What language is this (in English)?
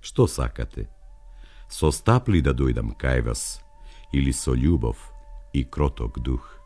Macedonian